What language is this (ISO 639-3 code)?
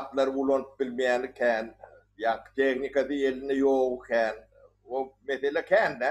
tuk